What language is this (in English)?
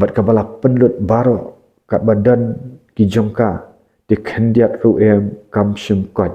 Khasi